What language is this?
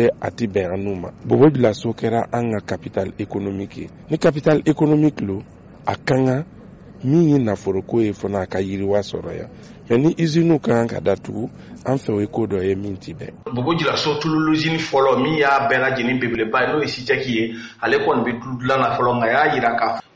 Bambara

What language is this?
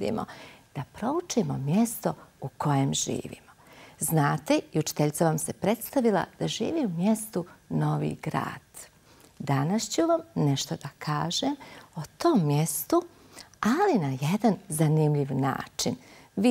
Serbian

